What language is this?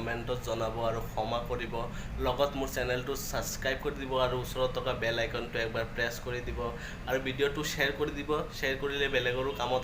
Assamese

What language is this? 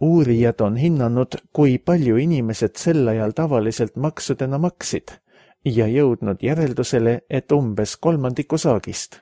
Estonian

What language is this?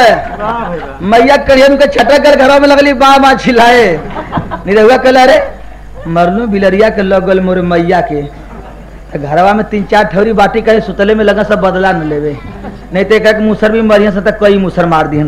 Bhojpuri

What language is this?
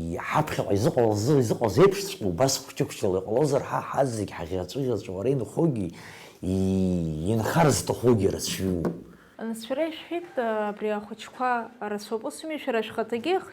Abkhazian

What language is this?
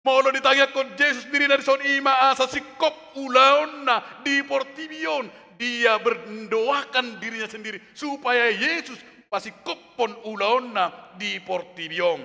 Batak Toba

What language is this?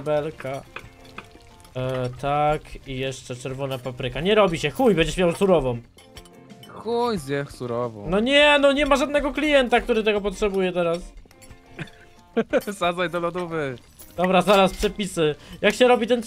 Polish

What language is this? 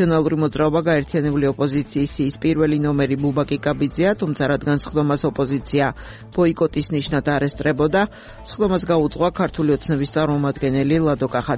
Georgian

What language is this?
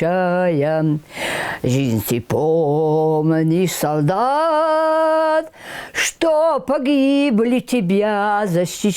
Ossetic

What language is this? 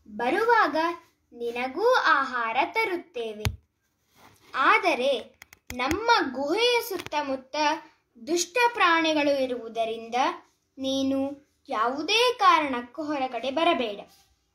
Kannada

